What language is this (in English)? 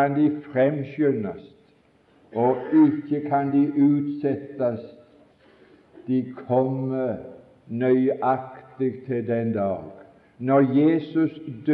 Norwegian